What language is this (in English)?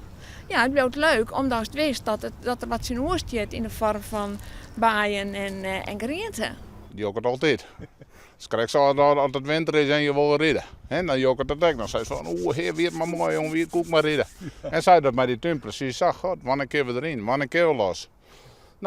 Western Frisian